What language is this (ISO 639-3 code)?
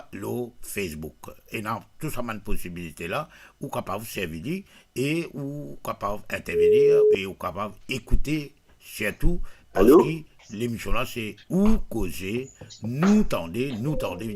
mfe